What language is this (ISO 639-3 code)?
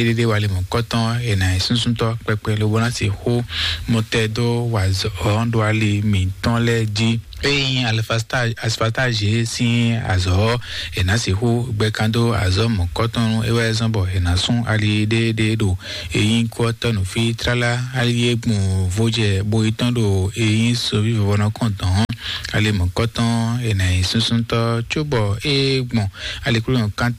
fon